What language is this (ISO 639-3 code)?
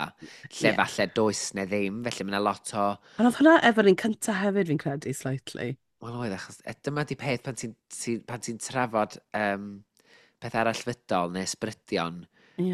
cym